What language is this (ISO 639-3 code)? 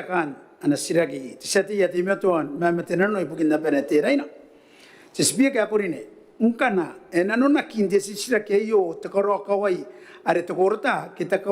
gil